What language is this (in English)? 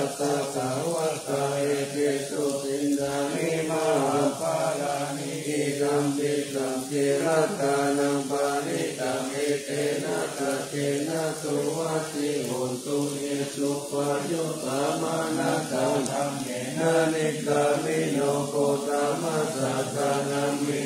Pali